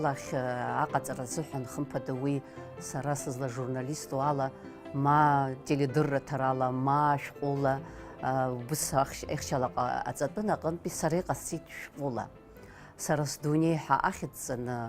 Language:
Abkhazian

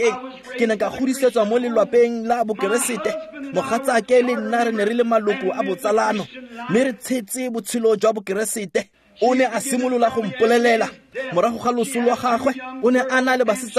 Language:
Tswana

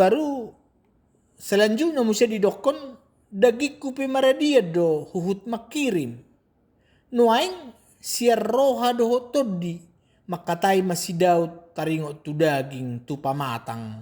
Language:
Batak Toba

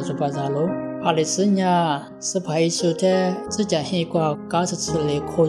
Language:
Lisu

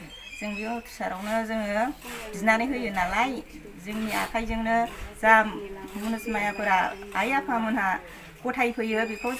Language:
Bodo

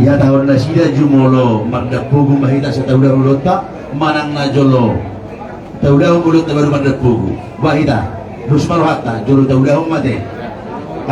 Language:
Batak Toba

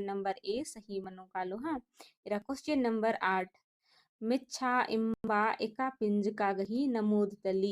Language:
Kurukh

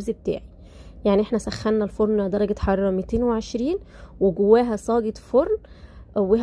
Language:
Egyptian Arabic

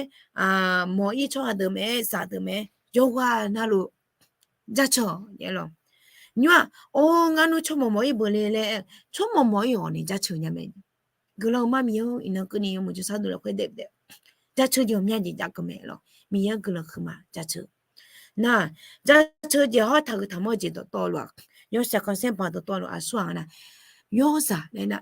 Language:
Akha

